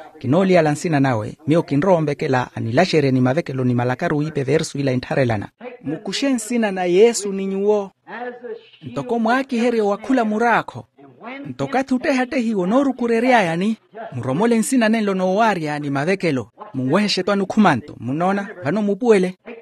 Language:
Makhuwa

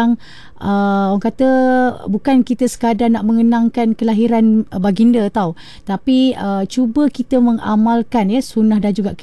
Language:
Malay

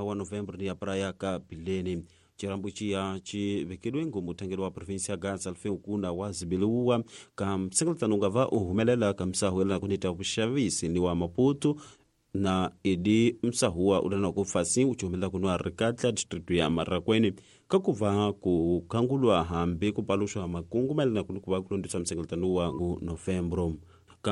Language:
Tsonga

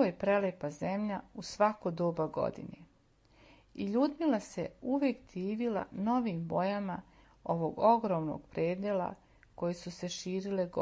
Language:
Serbian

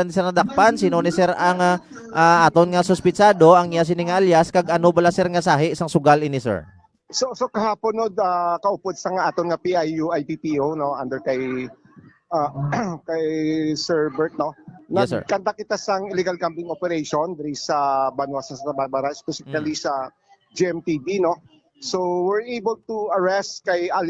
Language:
Hiligaynon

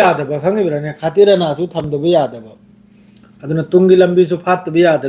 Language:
Manipuri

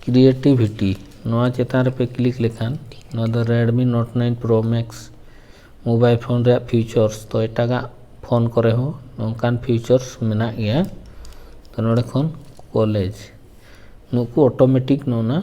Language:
Santali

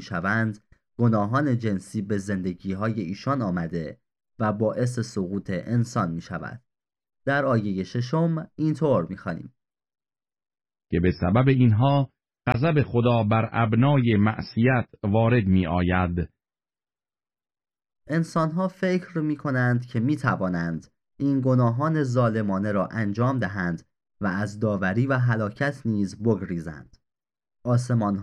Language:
Persian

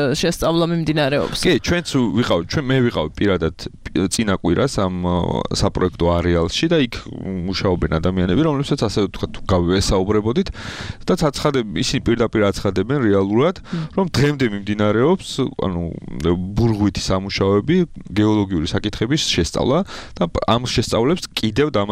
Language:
Georgian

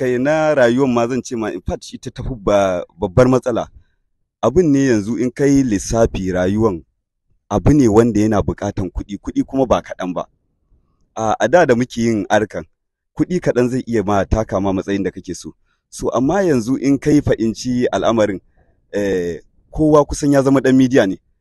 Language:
Hausa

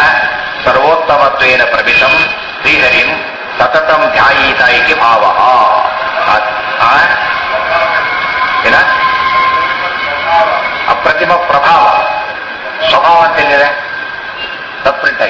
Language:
Kannada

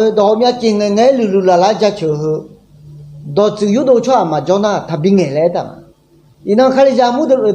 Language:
Akha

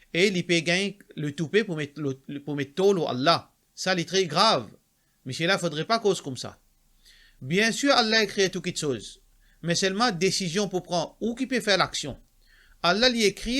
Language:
Morisyen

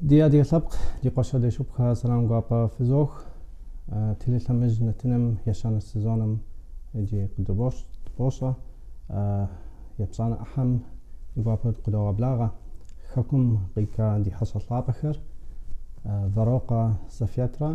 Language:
Kabardian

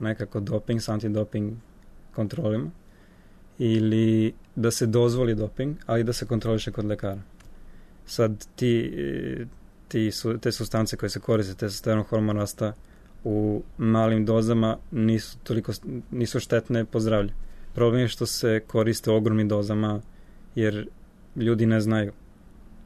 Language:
Serbian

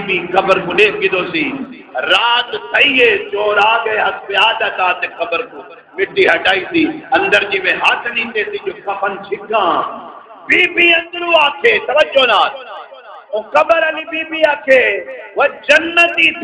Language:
Saraiki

